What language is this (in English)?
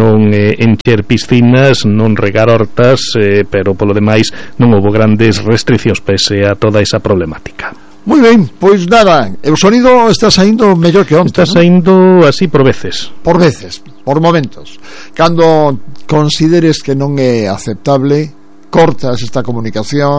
Galician